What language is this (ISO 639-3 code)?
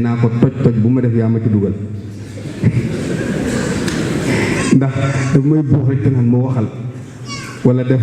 wol